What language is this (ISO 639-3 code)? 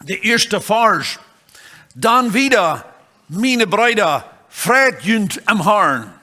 pdt